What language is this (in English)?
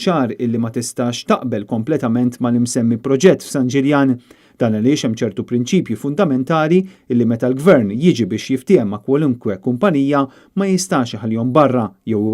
Maltese